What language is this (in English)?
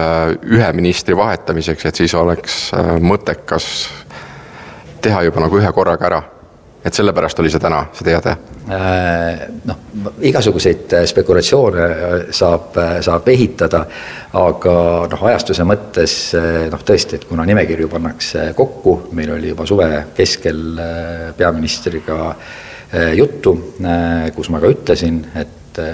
Estonian